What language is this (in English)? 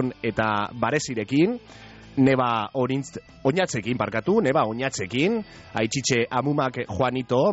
Basque